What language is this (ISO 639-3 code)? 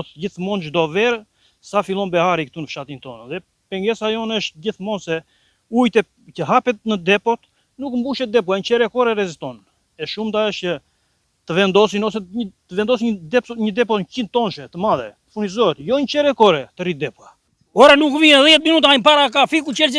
sqi